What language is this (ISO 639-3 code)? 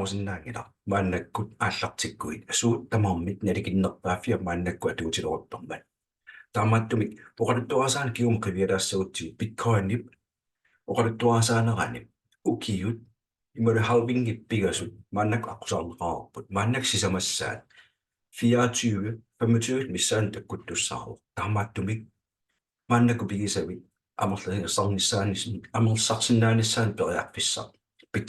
kal